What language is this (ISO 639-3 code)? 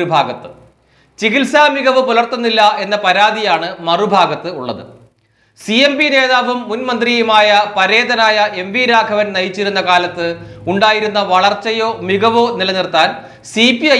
mal